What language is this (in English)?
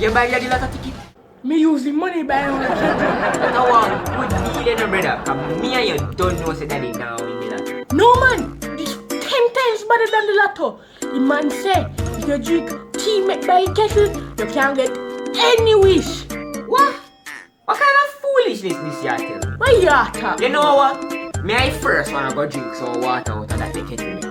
Jamaican Creole English